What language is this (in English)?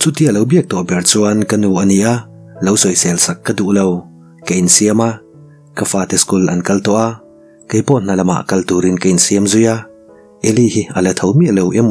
Mizo